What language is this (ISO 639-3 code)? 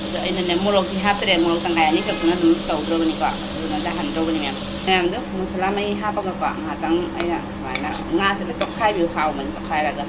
mni